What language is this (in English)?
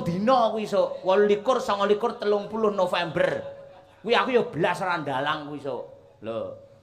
Javanese